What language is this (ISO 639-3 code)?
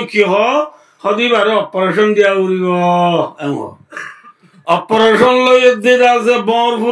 rhg